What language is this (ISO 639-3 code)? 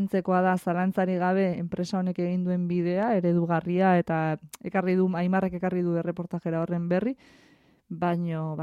eus